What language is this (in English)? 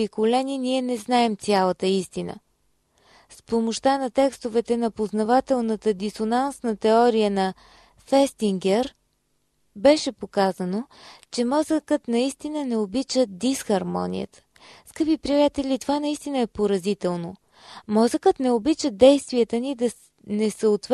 Bulgarian